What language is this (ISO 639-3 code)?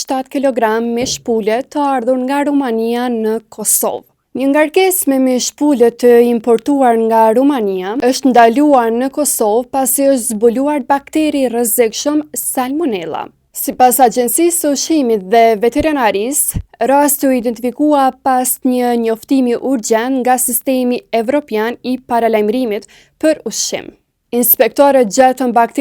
sqi